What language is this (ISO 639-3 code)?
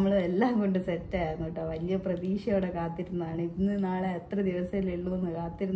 mal